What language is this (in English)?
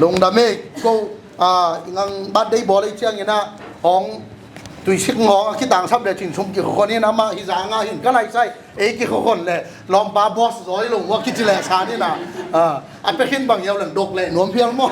Tedim Chin